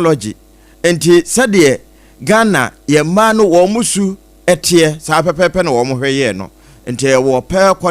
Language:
Akan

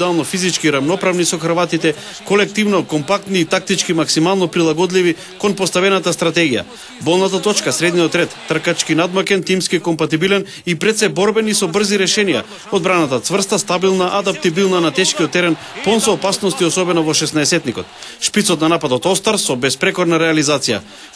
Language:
Macedonian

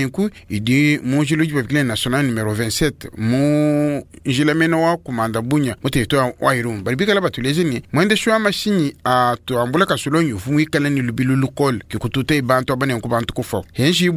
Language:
Luba-Lulua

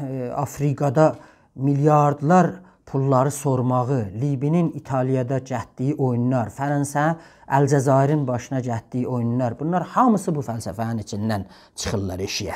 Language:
South Azerbaijani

